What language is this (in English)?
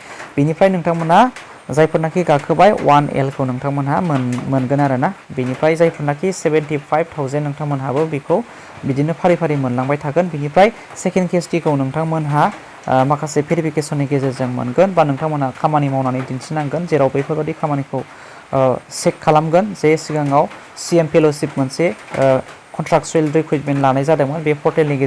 Bodo